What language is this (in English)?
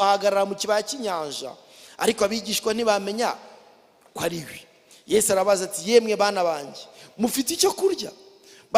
Kinyarwanda